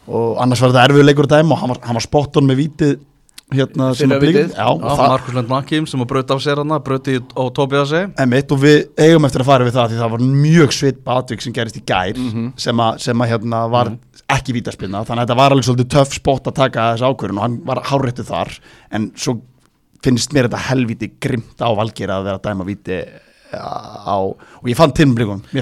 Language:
Icelandic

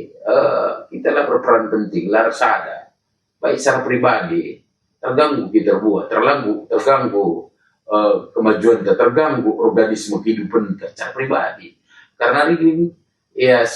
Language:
Batak Karo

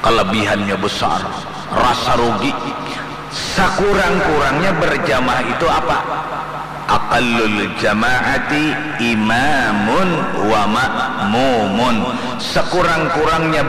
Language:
Banjar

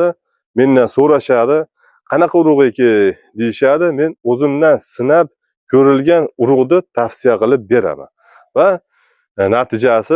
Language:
Uzbek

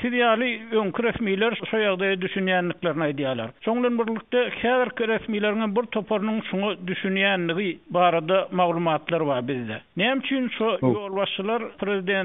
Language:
Turkmen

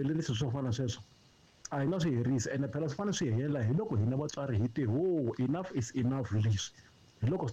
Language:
Tsonga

